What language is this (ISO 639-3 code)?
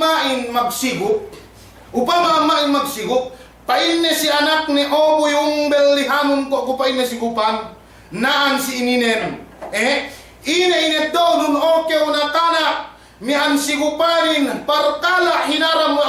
yka